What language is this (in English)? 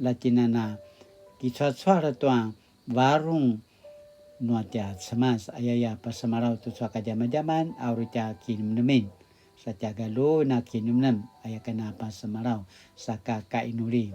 Paiwan